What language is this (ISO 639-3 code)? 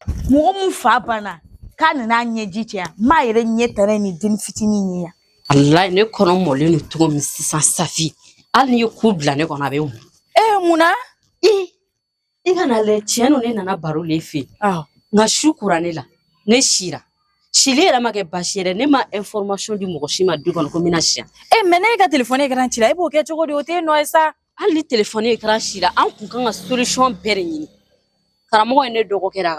bam